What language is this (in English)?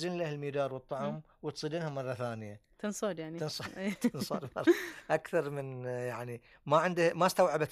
Gulf Arabic